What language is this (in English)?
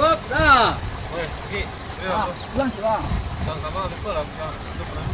Minangkabau